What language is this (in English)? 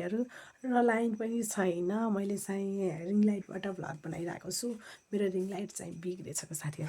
Nepali